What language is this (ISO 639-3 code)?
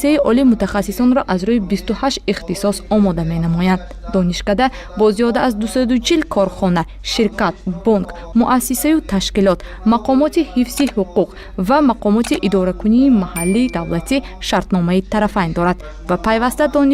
tgk